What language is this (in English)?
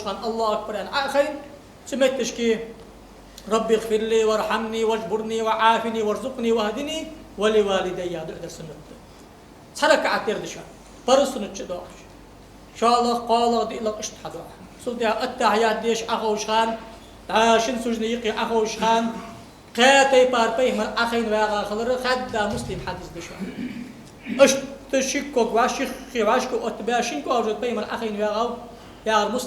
Ingush